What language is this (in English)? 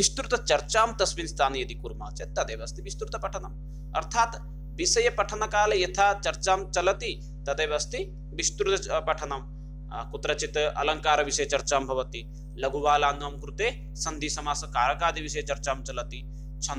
Sanskrit